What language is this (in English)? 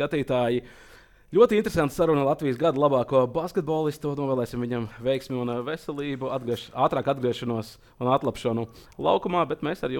Latvian